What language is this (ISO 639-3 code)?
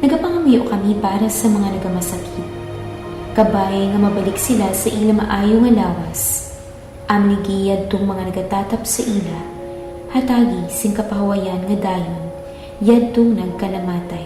hil